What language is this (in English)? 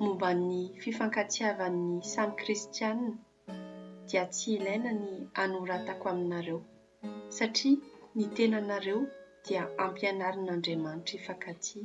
Malagasy